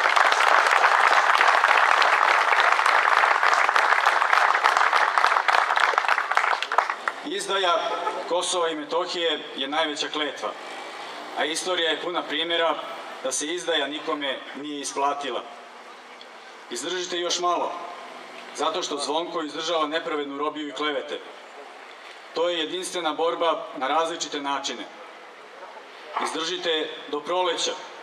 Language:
Serbian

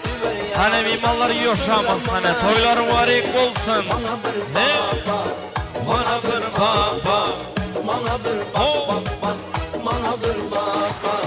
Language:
Kara-Kalpak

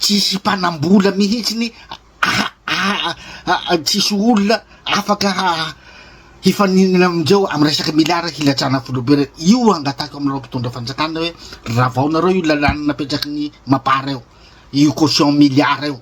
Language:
Malagasy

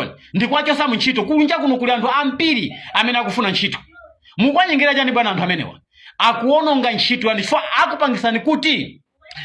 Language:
Nyanja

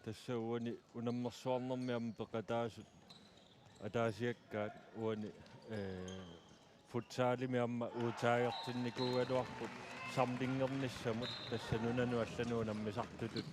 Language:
Kalaallisut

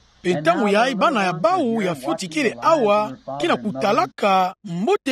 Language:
Kituba (Democratic Republic of Congo)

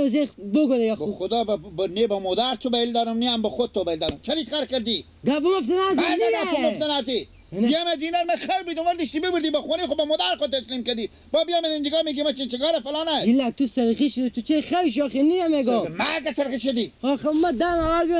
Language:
Persian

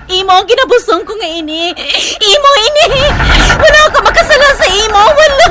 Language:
Hiligaynon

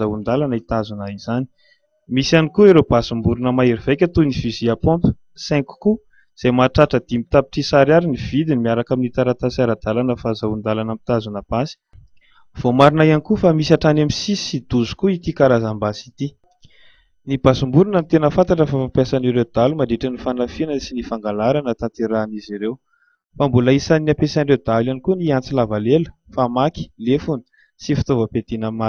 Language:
Malagasy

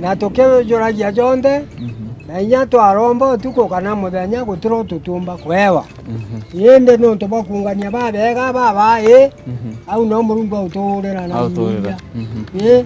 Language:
Meru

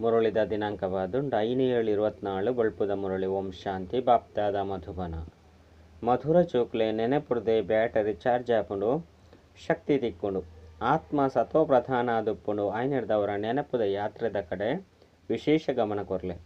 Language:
Tulu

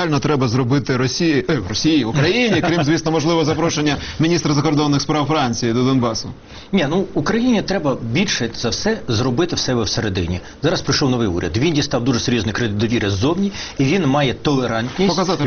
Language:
Ukrainian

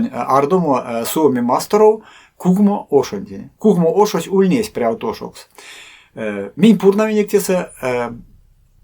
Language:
Erzya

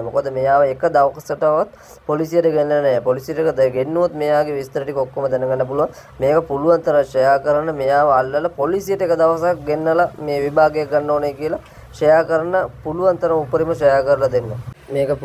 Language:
Sinhala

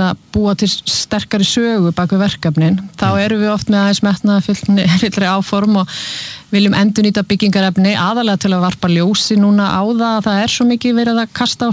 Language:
Icelandic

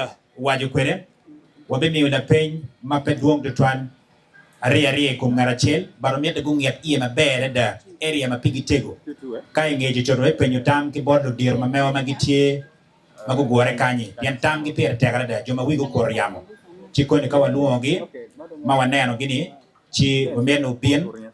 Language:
Acoli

